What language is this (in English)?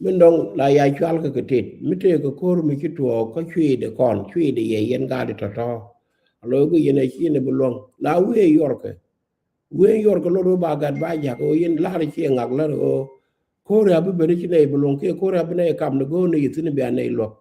Nuer